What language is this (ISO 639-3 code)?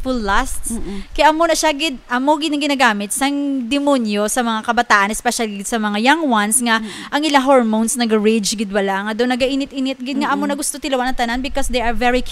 hil